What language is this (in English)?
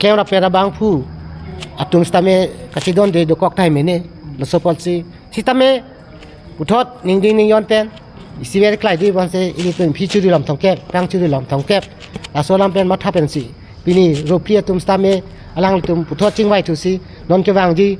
Karbi